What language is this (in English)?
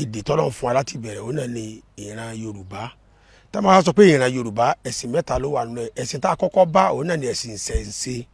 Yoruba